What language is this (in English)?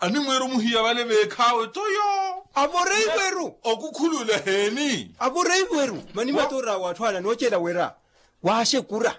Makhuwa